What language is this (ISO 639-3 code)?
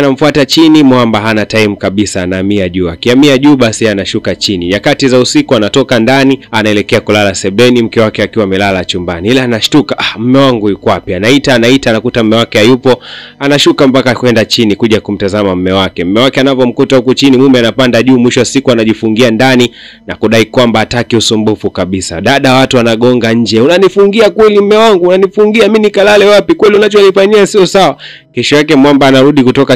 swa